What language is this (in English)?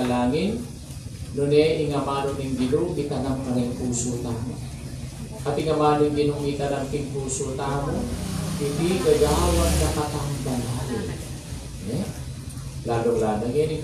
Pampanga